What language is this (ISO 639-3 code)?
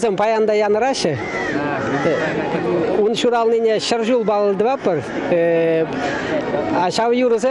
chv